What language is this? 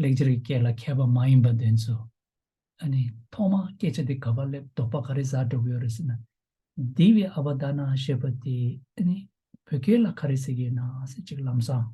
Tibetan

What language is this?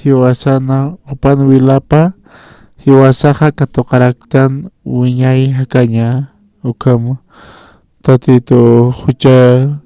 Aymara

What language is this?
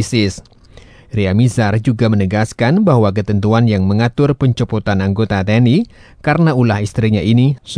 Indonesian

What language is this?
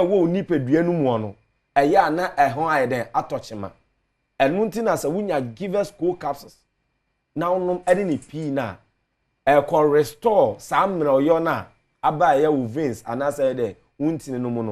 Akan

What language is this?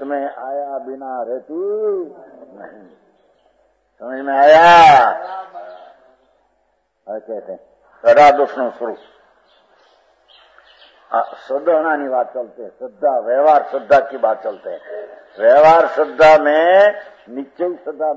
Hindi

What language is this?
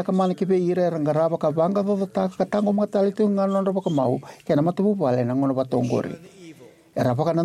Fijian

